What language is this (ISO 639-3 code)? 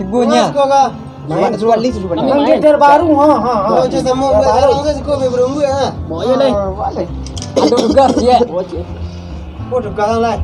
min